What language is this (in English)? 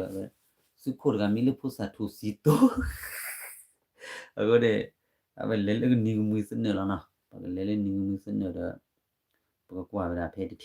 S'gaw Karen